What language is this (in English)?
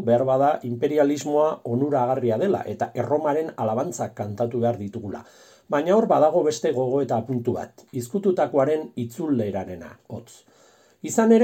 Basque